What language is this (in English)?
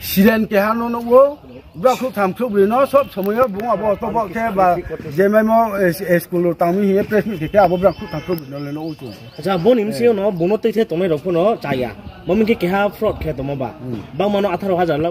Riang (India)